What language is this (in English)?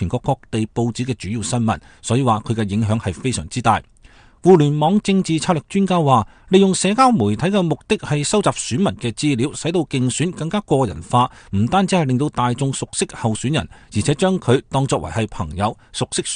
Cantonese